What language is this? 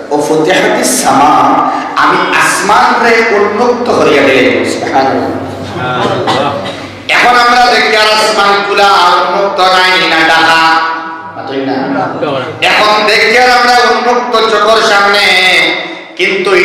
Sylheti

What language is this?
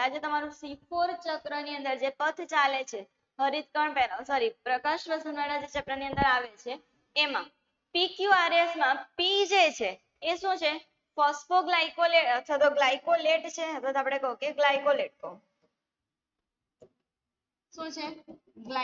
Gujarati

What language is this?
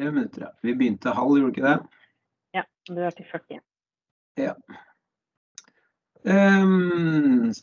Norwegian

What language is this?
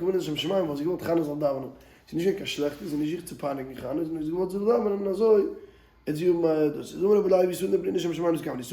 Yiddish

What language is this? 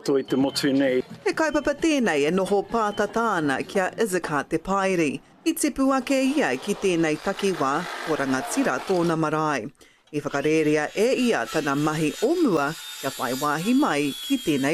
Māori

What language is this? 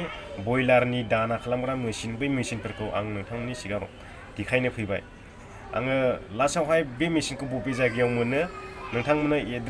Bodo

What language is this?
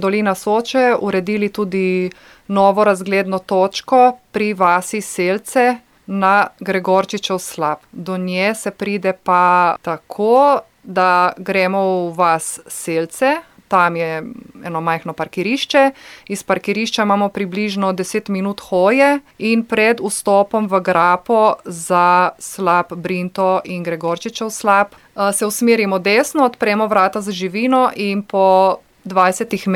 Slovenian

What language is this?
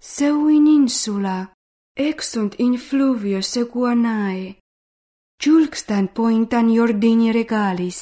Georgian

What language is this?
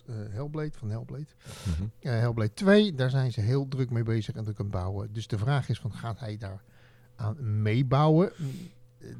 Dutch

